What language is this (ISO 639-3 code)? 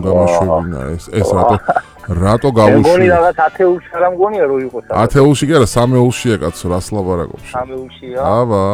kat